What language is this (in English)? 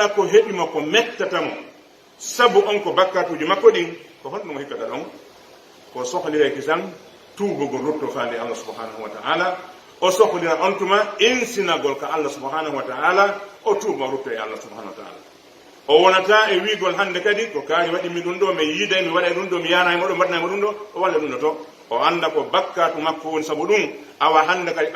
Pular